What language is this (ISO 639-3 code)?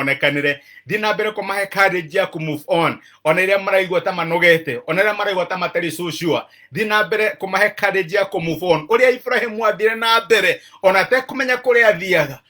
kik